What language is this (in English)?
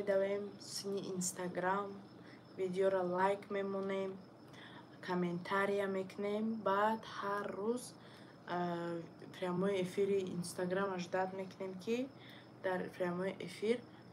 Tajik